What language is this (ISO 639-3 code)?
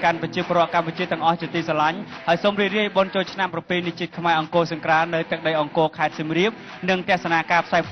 khm